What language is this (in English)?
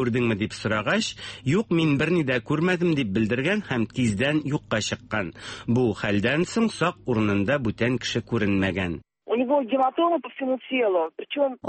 Tatar